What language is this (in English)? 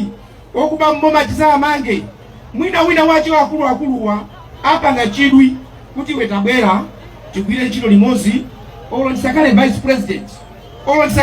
Nyanja